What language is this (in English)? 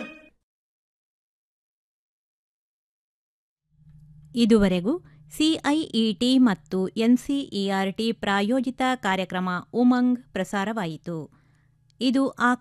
Kannada